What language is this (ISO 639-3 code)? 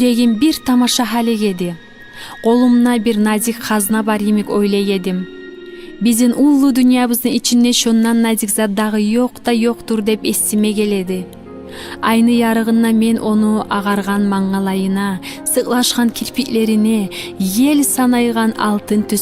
kum